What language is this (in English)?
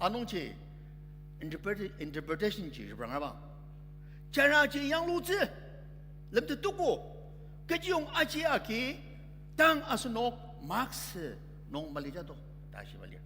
Ao Naga